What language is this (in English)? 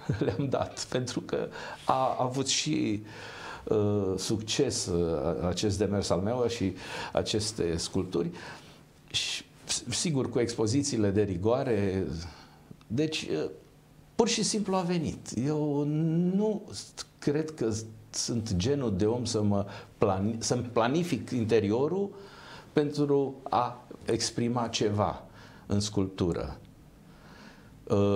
Romanian